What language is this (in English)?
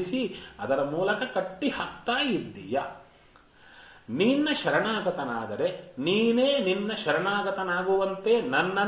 Kannada